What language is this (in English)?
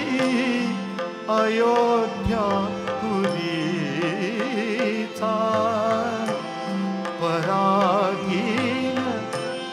Marathi